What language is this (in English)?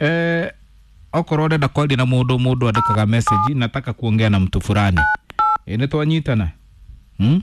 Kikuyu